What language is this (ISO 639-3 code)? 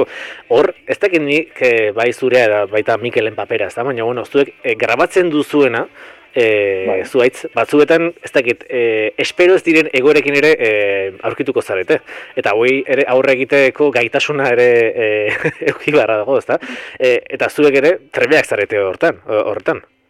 eus